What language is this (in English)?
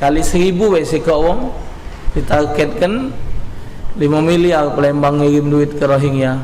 Musi